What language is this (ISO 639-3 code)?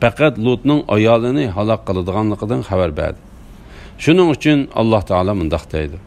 uig